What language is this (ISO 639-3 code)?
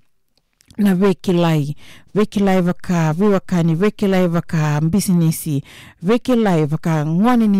fij